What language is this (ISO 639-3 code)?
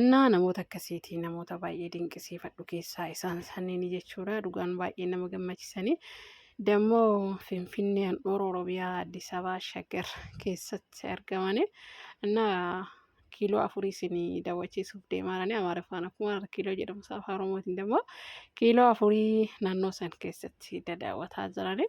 orm